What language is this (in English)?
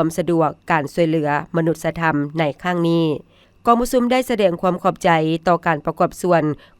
Lao